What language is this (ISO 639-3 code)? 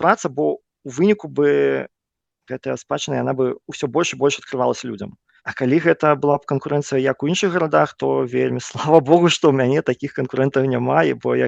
bel